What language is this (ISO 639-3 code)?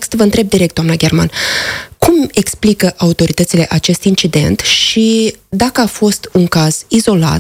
ron